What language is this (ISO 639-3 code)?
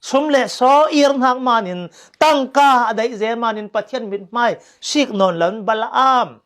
cfm